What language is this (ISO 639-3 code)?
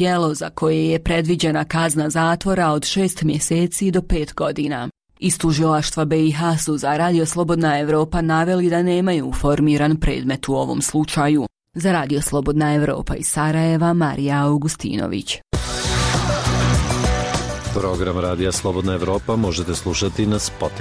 bos